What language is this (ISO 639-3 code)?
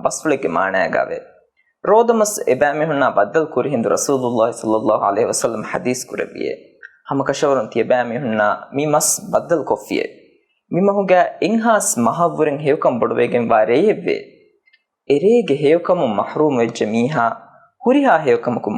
div